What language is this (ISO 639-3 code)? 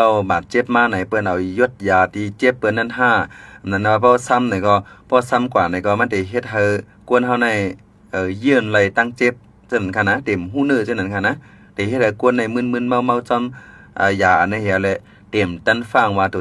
shn